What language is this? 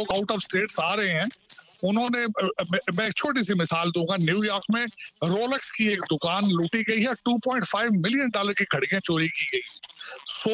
Urdu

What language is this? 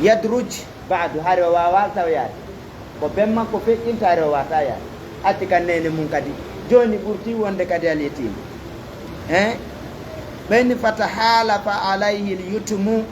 Fula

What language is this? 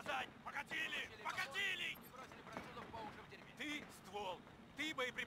Russian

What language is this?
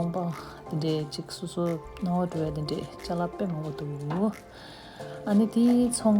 Tibetan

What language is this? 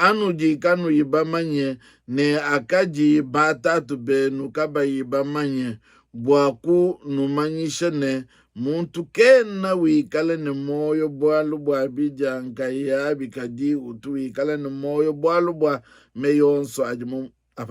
Luba-Lulua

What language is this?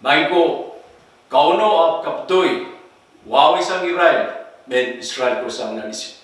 Pohnpeian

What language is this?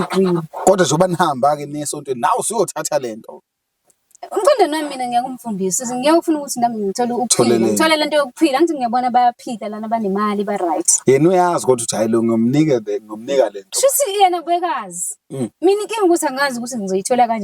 Zulu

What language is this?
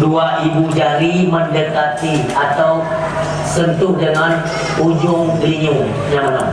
Achinese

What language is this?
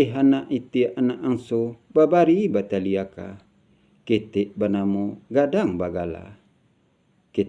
Minangkabau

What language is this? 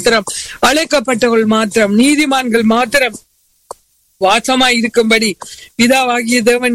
Tamil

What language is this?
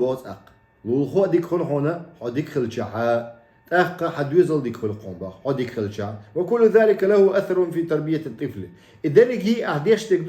Chechen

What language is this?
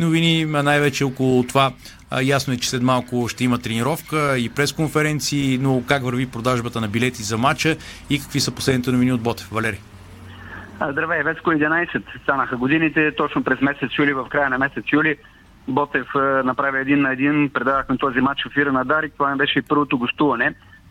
Bulgarian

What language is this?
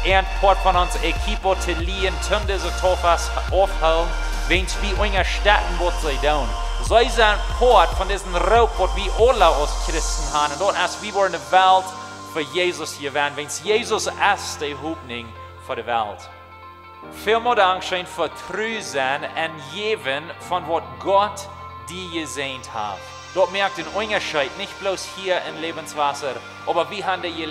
Plautdietsch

